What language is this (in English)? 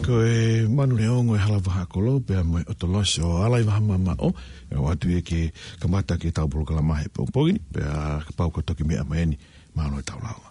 Tongan